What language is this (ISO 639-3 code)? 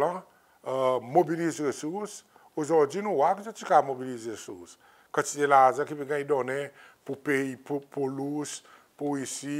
crs